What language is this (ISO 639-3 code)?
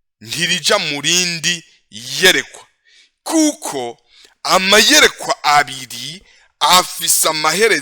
run